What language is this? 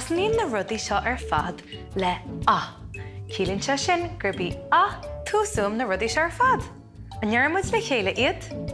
Irish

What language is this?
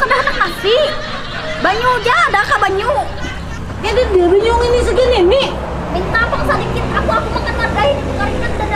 Banjar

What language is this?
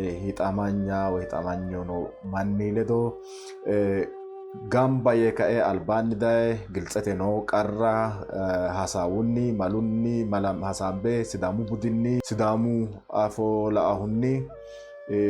Sidamo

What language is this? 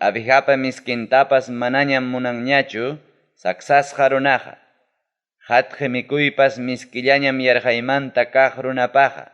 Ayacucho Quechua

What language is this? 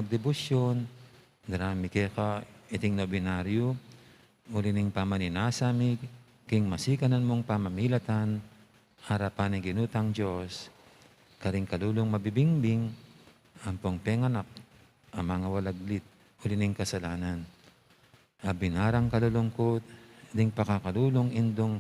Pampanga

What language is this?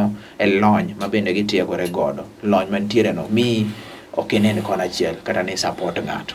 Luo (Kenya and Tanzania)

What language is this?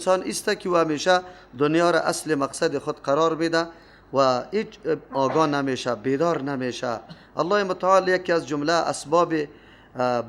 Persian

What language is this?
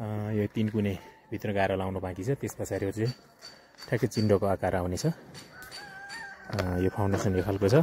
Nepali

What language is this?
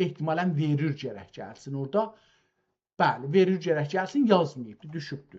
South Azerbaijani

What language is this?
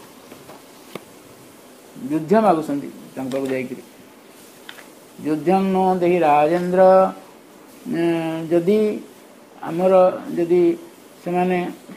Odia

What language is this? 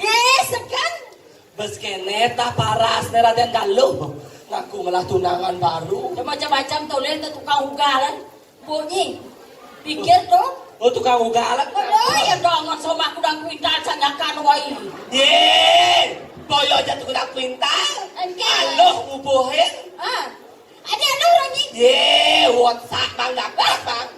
Balinese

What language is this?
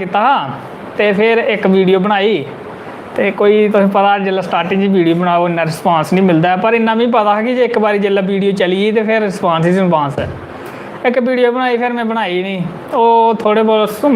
Dogri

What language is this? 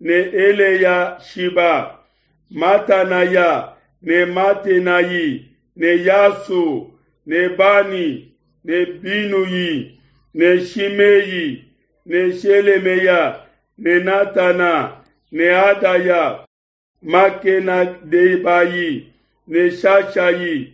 Luba-Lulua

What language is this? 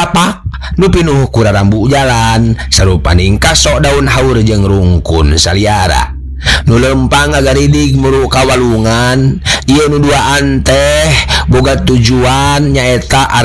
Sundanese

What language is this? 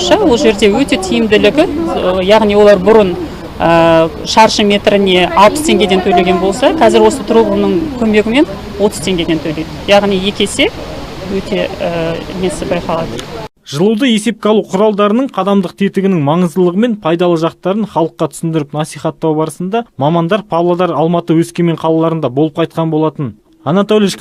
Kazakh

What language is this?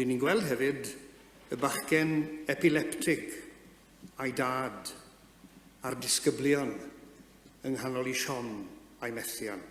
Welsh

